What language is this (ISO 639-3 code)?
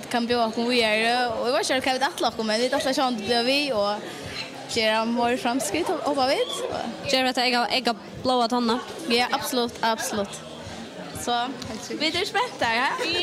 fao